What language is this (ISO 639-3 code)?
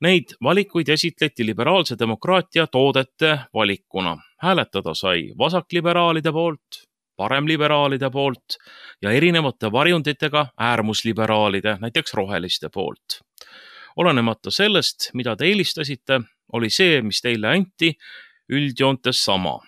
est